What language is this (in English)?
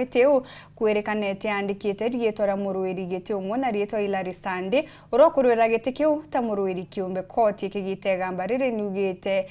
Meru